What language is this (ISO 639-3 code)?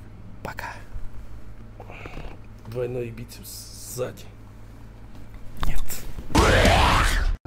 rus